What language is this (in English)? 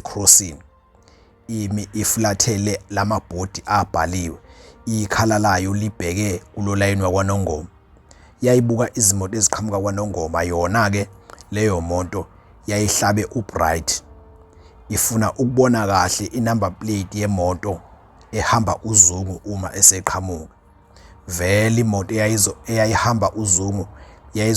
Zulu